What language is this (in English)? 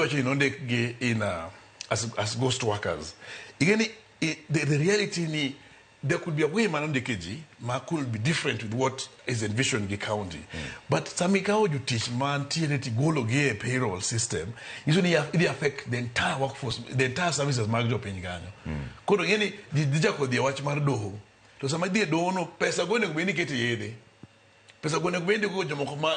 Luo (Kenya and Tanzania)